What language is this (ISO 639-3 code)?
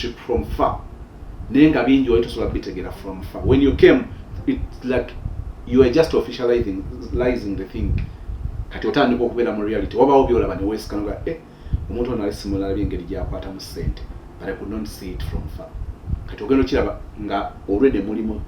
lug